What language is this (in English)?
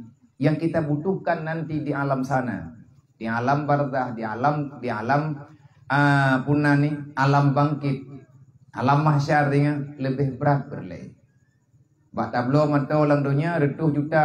Achinese